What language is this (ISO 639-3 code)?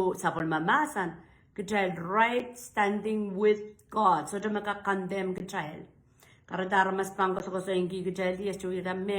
pon